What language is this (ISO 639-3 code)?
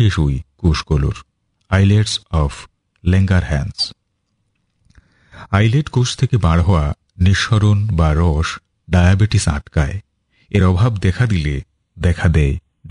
ben